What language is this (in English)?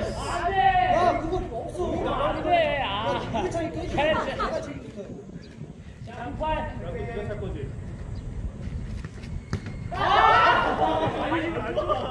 Korean